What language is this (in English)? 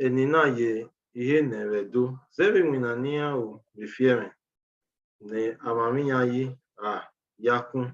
Bini